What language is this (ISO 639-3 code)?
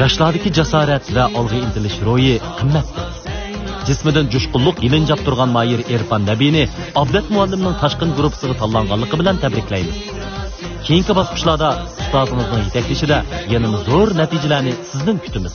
uig